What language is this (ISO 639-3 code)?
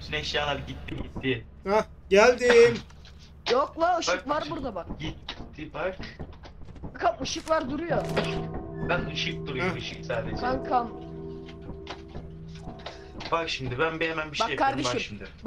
tur